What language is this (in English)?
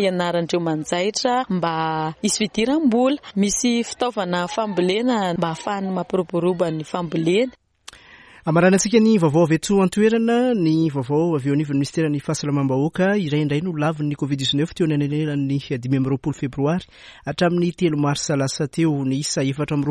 Malagasy